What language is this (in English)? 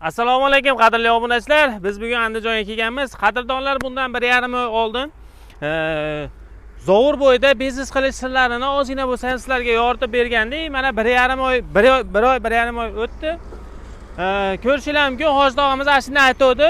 Uzbek